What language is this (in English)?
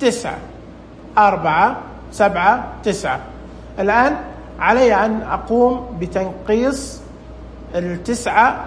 Najdi Arabic